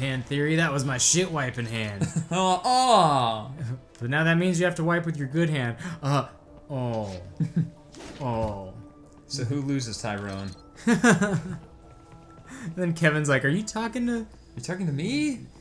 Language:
English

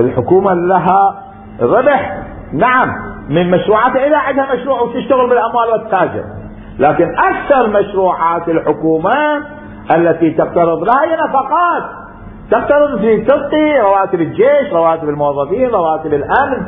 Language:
Mesopotamian Arabic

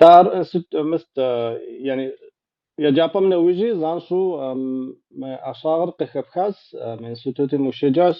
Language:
Kabardian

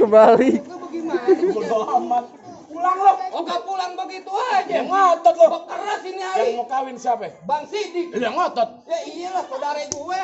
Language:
Betawi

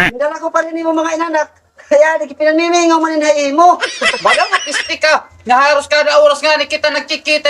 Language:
Waray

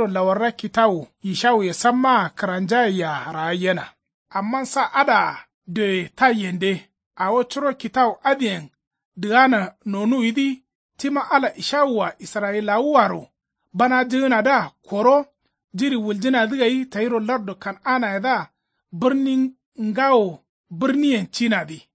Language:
Kanuri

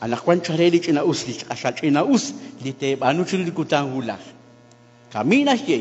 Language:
Kekchí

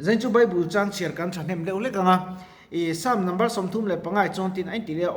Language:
Mizo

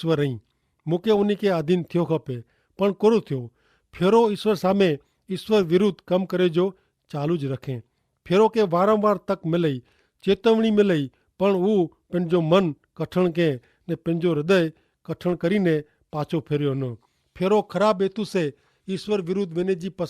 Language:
Kachhi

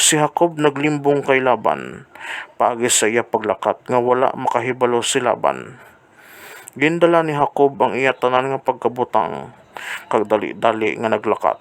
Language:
Hiligaynon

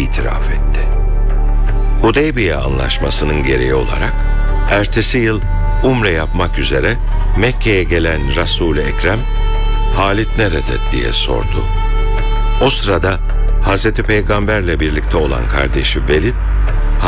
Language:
Turkish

